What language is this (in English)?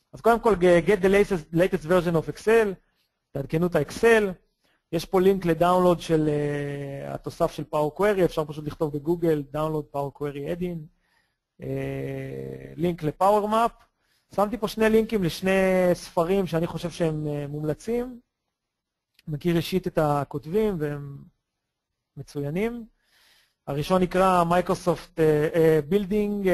Hebrew